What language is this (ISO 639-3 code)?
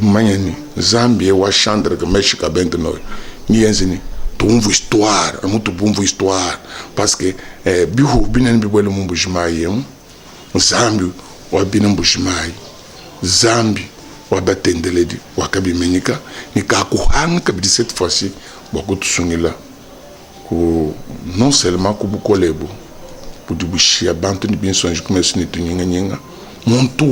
lua